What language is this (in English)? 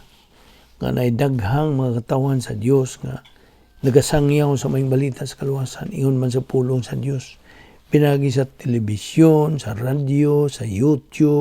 Cebuano